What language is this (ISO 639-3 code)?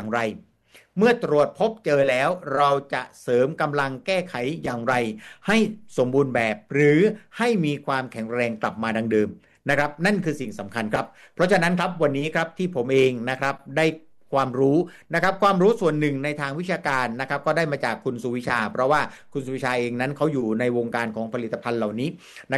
tha